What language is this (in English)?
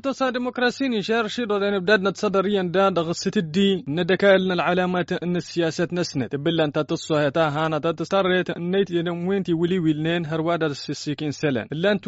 Tamasheq